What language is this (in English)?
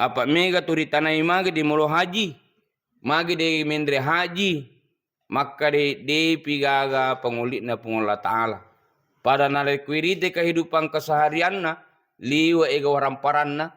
Buginese